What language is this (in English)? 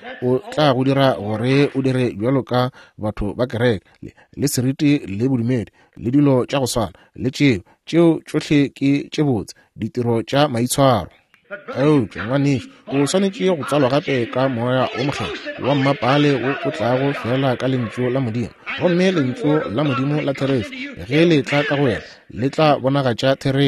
Northern Sotho